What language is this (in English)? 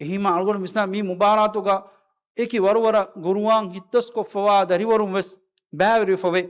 Divehi